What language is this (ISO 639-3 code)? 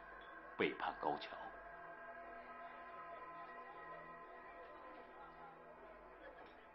zho